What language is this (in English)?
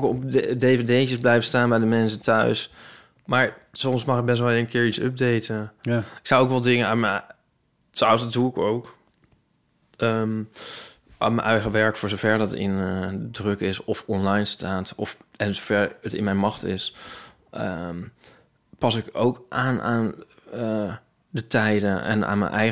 Dutch